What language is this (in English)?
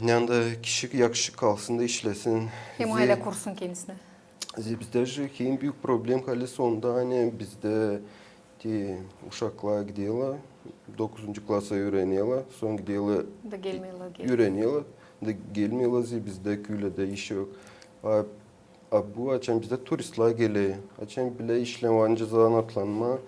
Gagauz